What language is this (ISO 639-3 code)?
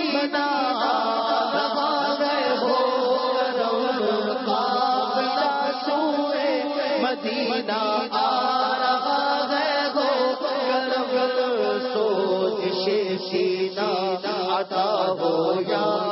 urd